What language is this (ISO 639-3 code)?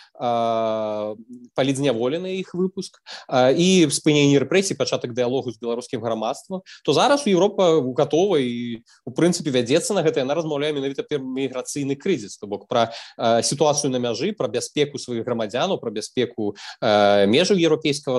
bel